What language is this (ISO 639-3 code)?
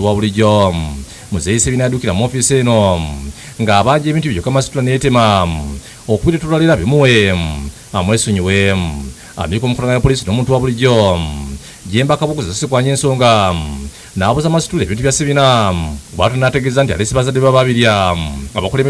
lug